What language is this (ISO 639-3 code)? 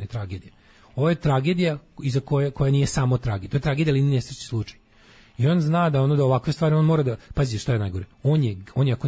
srp